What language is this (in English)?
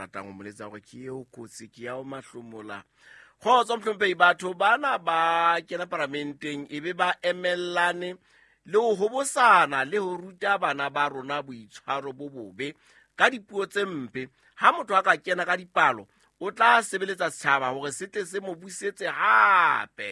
Southern Sotho